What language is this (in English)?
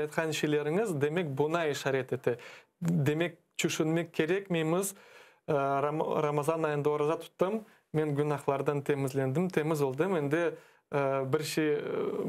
Crimean Tatar